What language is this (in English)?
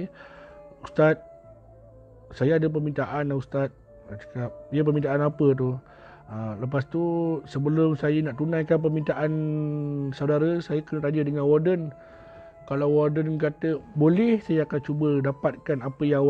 Malay